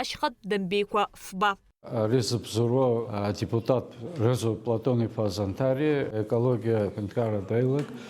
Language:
Abkhazian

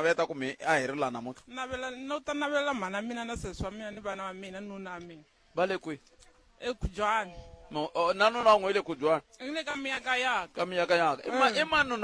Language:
Tsonga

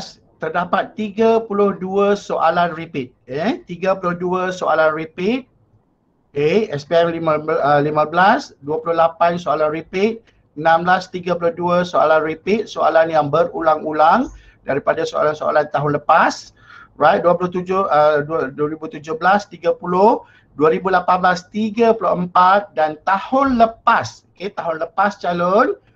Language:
Malay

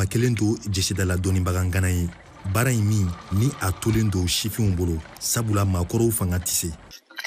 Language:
Bambara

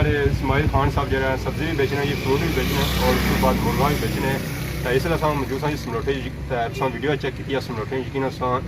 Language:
Pahari-Potwari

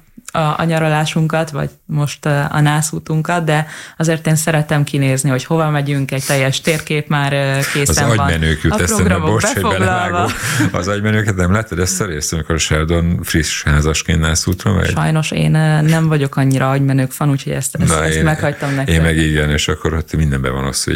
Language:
Hungarian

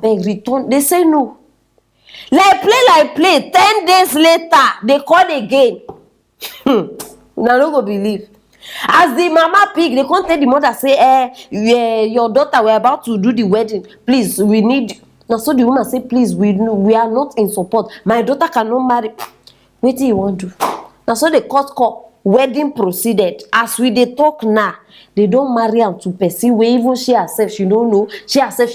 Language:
Nigerian Pidgin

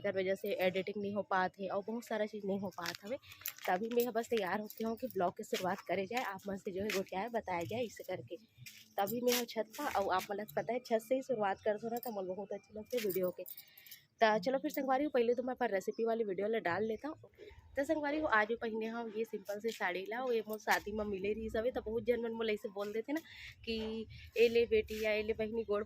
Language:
Chhattisgarhi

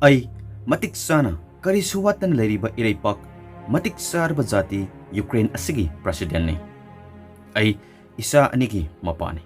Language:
Manipuri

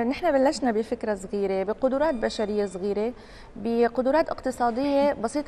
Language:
North Levantine Arabic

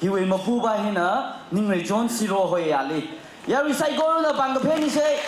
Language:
Tangkhul Naga (India)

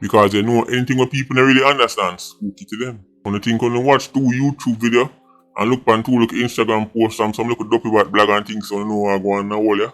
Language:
Jamaican Creole English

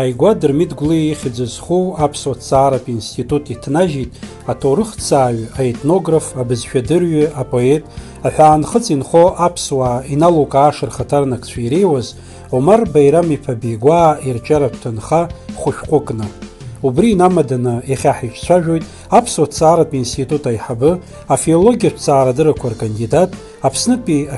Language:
Abkhazian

